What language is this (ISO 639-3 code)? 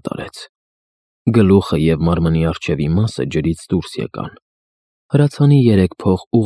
hye